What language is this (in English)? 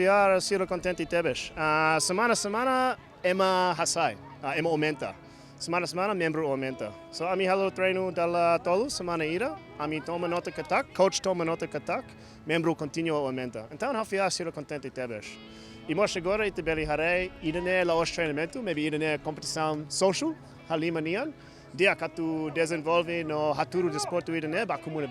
Tetum